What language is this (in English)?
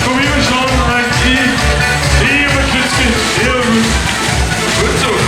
Limburgish